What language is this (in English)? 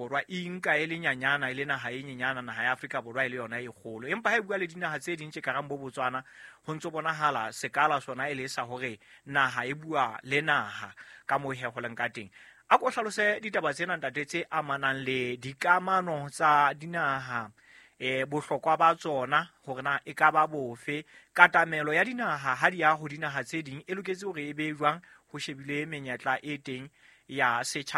Southern Sotho